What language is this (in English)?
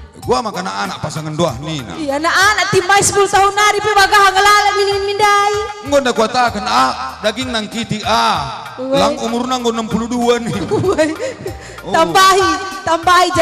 Batak Karo